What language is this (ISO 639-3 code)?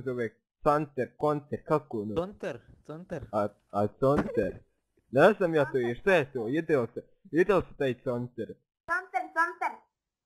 bos